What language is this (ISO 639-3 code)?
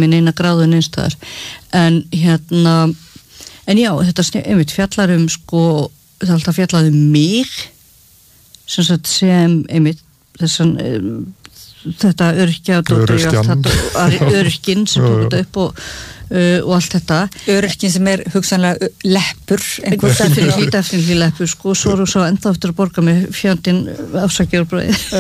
isl